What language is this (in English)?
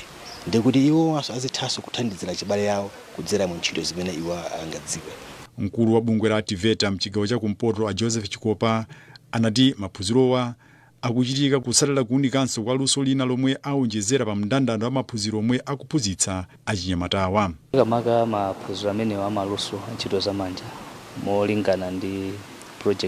Nyanja